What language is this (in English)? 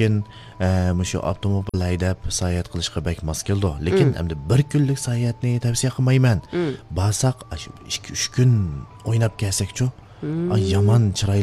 Uyghur